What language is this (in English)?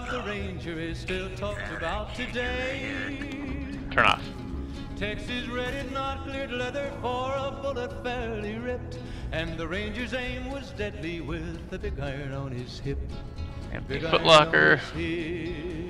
English